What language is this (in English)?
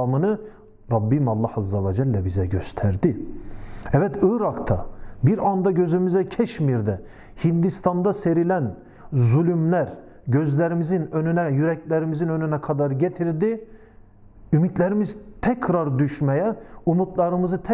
Turkish